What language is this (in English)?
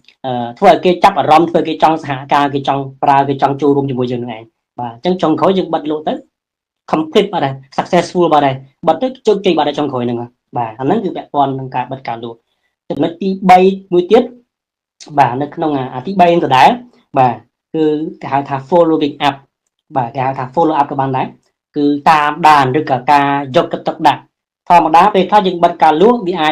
Khmer